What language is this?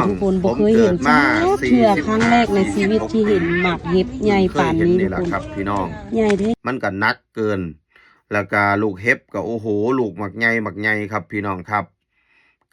Northeastern Thai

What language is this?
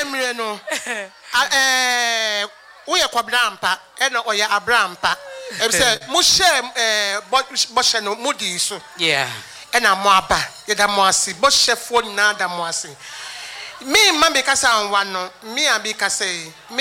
Akan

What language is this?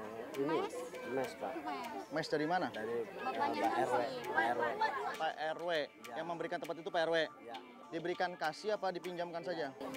Indonesian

